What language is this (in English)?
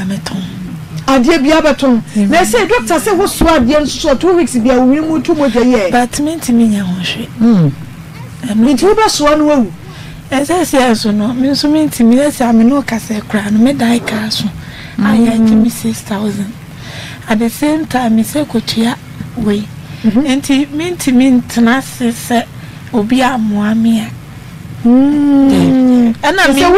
Akan